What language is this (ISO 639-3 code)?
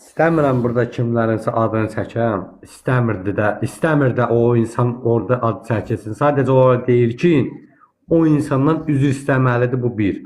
aze